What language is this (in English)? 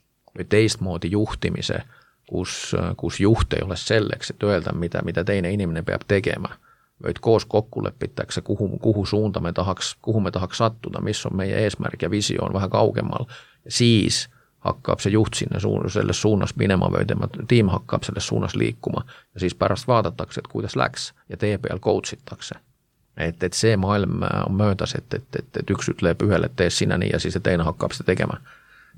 Estonian